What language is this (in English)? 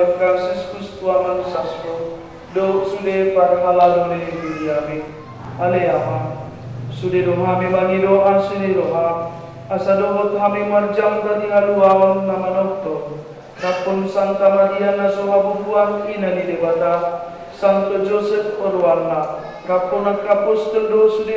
Batak Toba